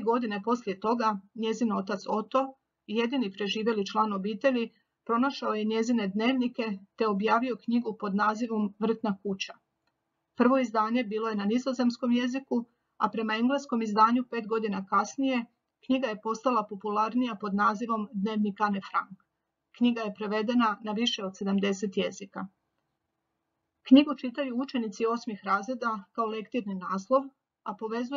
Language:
Croatian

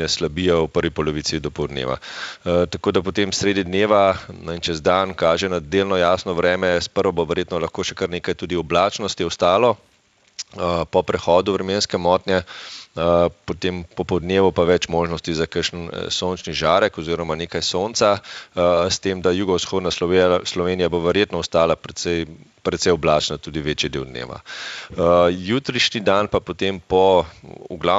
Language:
Slovenian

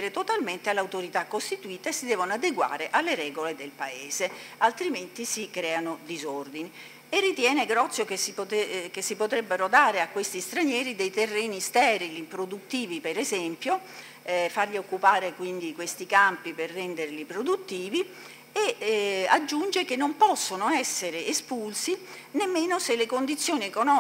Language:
Italian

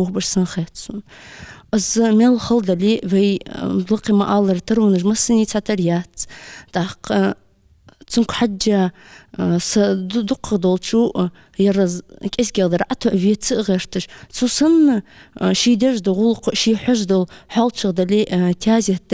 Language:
Ingush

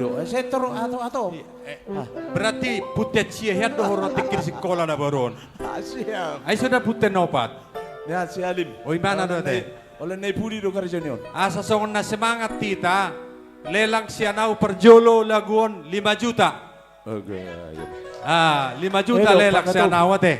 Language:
Batak Toba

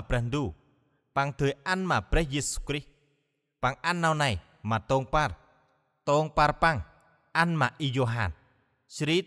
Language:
Central Mnong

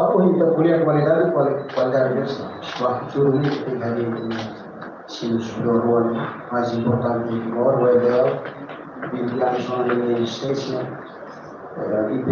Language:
Tetum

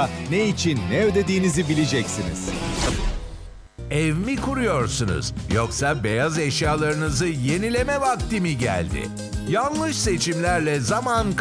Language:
Turkish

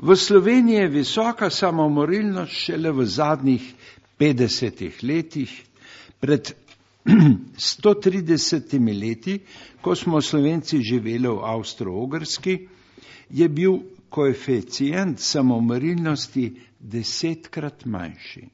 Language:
Slovenian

